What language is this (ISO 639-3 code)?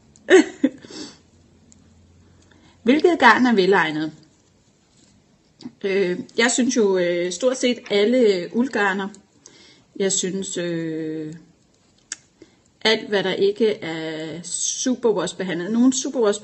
dan